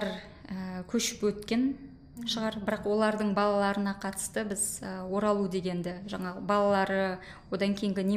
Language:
Kazakh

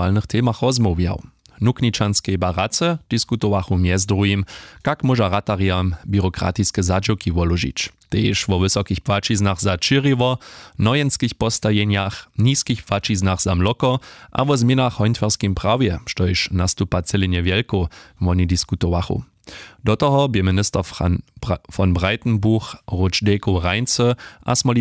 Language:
Upper Sorbian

